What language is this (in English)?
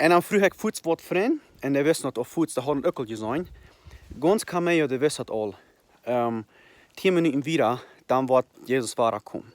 Plautdietsch